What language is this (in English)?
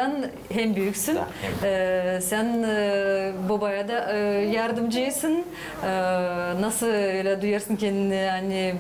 Gagauz